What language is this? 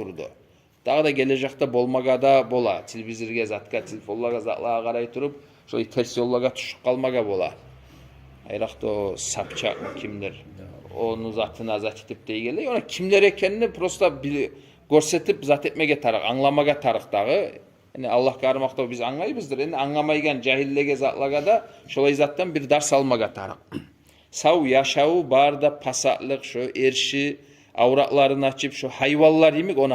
Kumyk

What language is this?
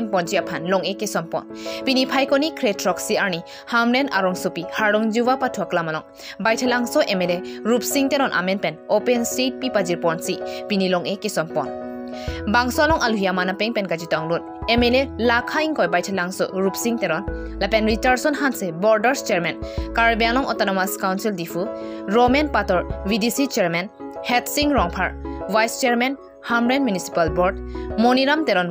Karbi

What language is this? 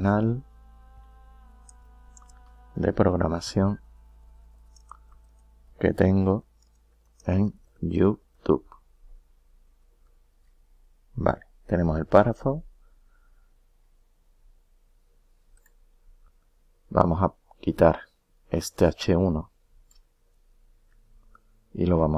Spanish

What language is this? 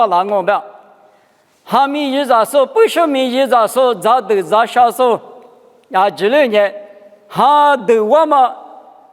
Lisu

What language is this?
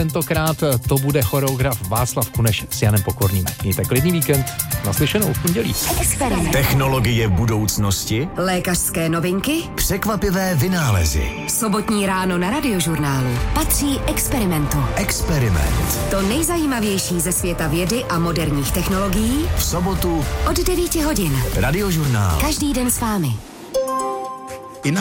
Czech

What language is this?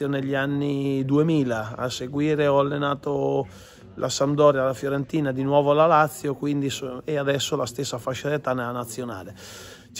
Italian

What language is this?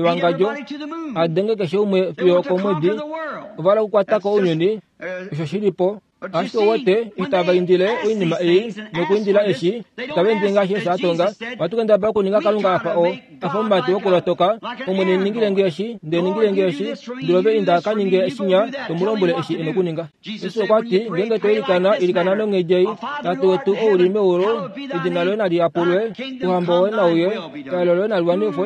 Kuanyama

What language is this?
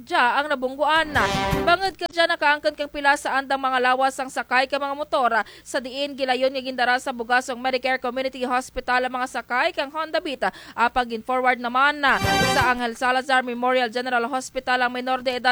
Kinaray-a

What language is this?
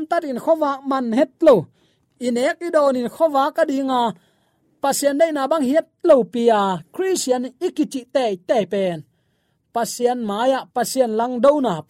Tedim Chin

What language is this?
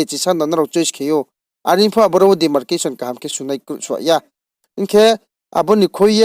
Riang (India)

